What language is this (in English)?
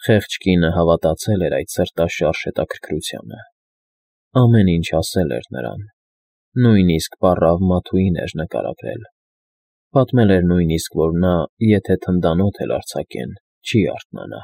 Armenian